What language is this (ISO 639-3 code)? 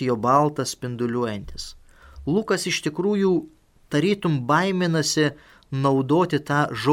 lit